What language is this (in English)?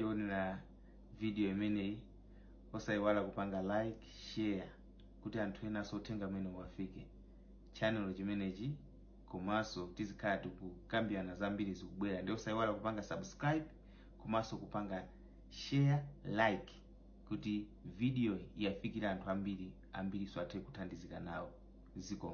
Nyanja